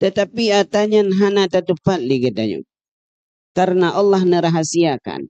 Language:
Achinese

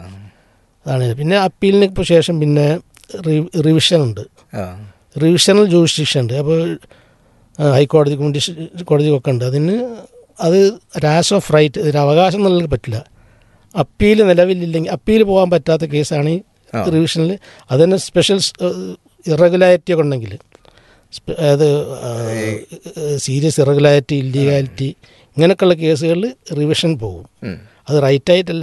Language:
Malayalam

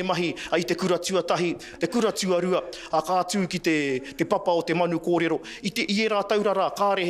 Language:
Māori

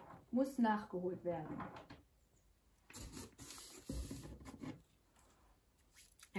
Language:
German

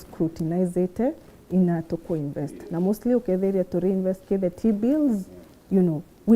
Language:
Meru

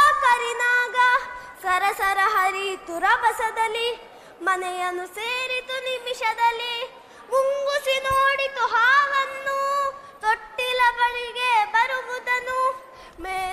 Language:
Kannada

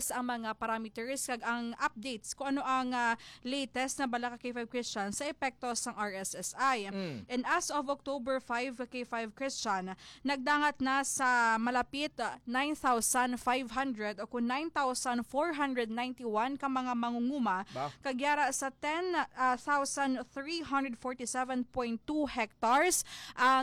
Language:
Hiligaynon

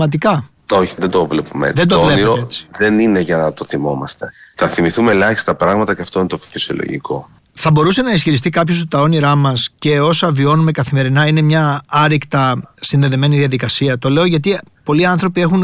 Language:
Greek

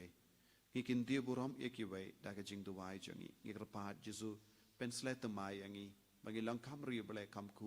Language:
Khasi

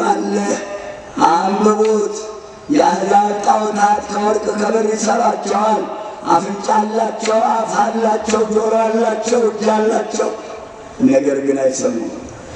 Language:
Amharic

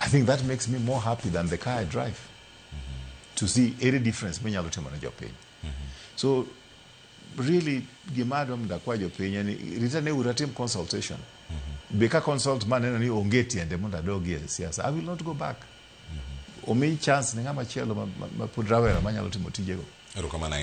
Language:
Luo (Kenya and Tanzania)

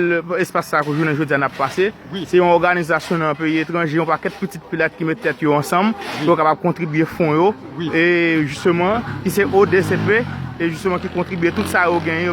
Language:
Haitian Creole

